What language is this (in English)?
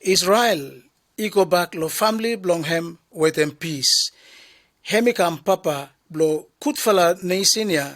Bislama